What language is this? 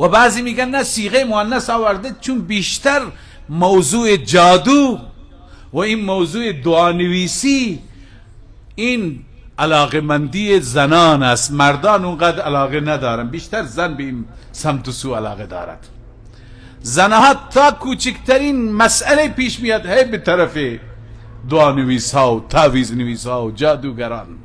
Persian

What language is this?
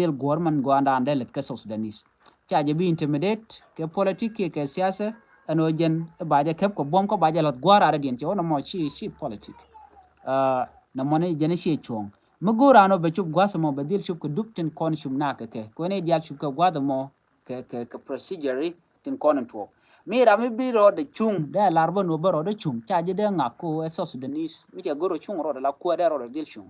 Nuer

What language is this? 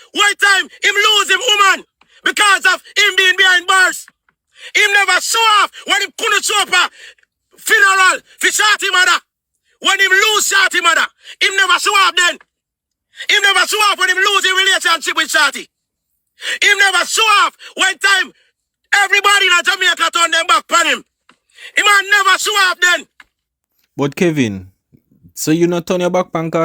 Jamaican Creole English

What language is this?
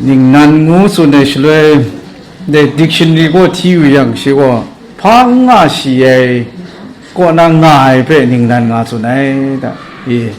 Kachin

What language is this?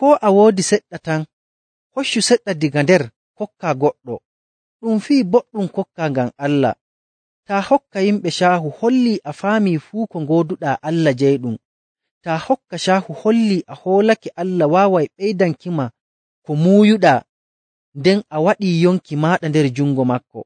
Nigerian Fulfulde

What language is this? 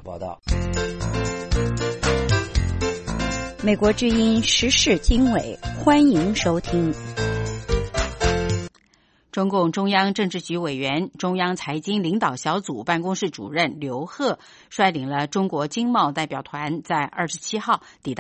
Chinese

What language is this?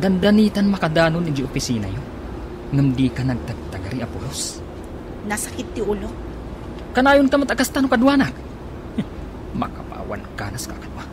Iloko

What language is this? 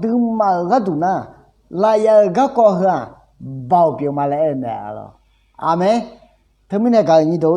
Akha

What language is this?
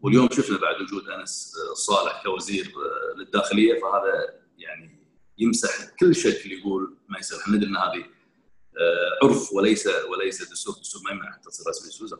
Gulf Arabic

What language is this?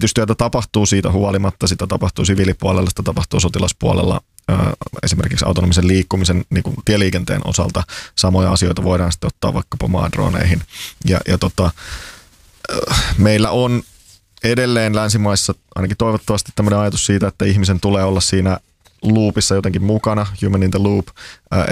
Finnish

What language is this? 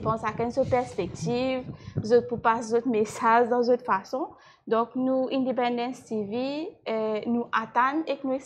Morisyen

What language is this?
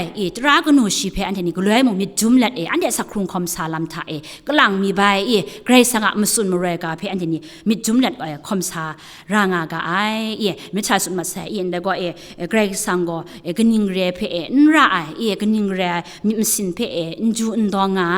Kachin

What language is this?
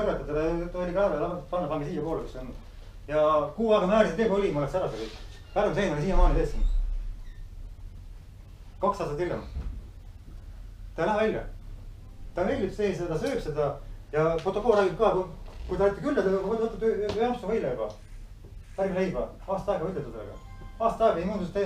Estonian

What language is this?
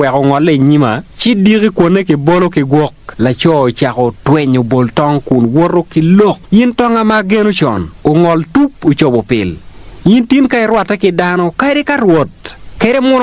Acoli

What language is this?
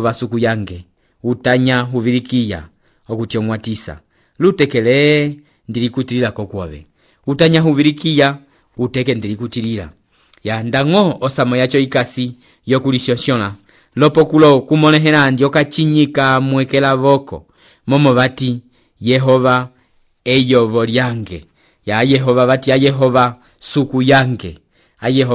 Umbundu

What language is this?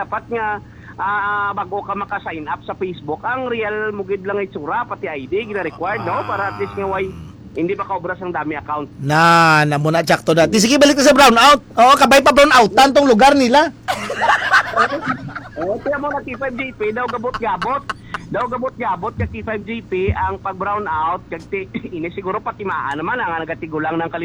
Hiligaynon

